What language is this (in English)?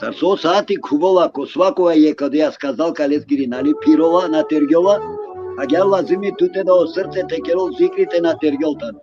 Balkan Romani